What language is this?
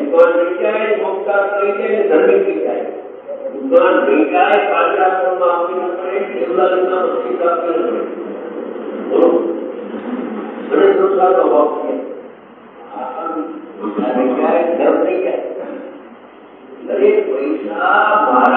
Gujarati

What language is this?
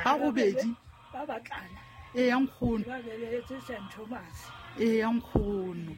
Southern Sotho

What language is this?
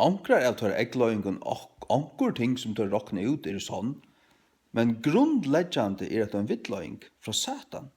Faroese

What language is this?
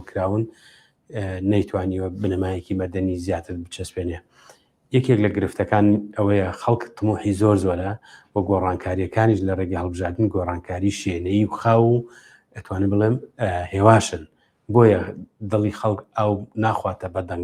Central Kurdish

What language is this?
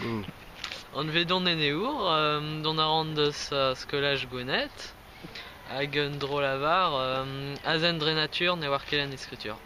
Breton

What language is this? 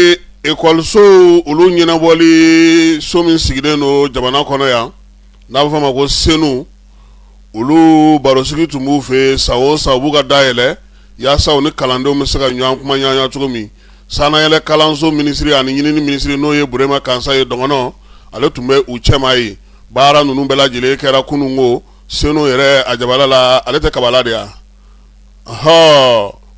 Bambara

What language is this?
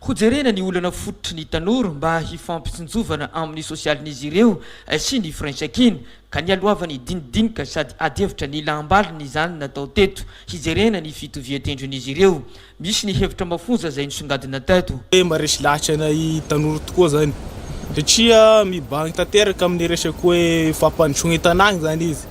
Malagasy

